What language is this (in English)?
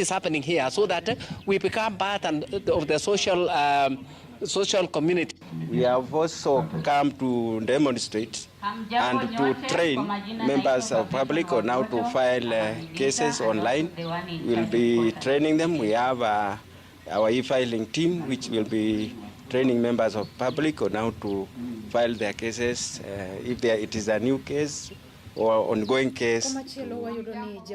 Luo (Kenya and Tanzania)